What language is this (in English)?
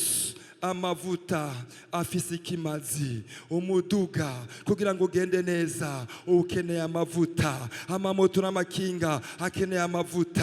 Rundi